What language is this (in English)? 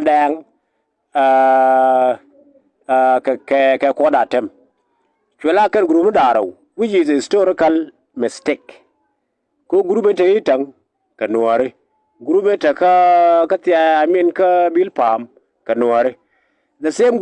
Nuer